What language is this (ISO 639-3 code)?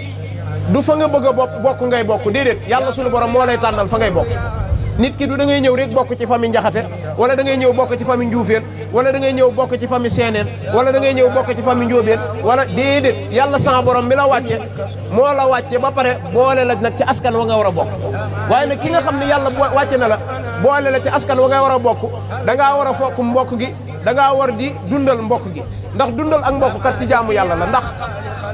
wol